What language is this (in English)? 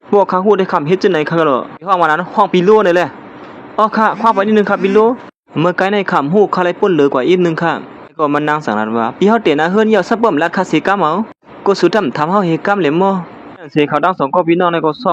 Shan